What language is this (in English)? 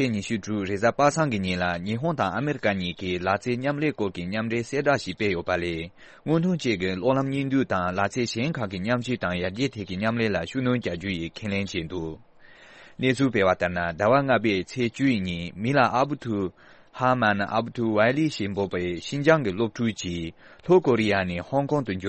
Tibetan